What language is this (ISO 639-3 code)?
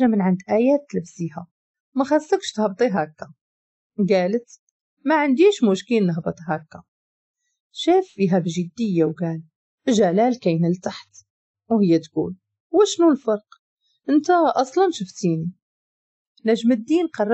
ary